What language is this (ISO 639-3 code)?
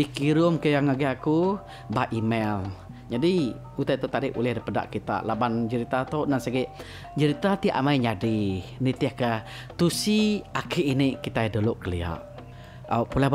iba